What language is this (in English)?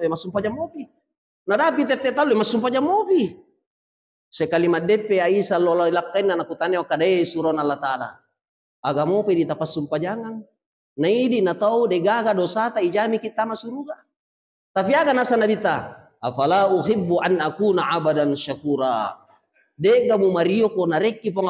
Buginese